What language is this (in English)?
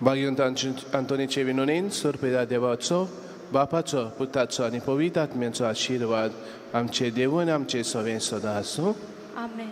Konkani